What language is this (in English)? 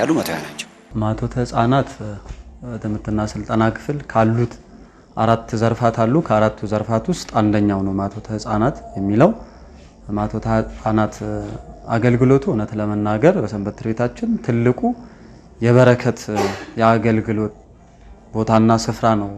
Amharic